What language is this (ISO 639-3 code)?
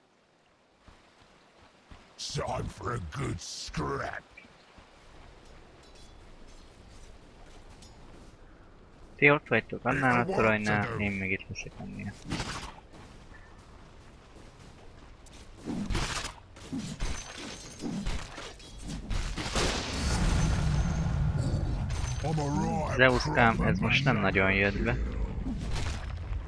hun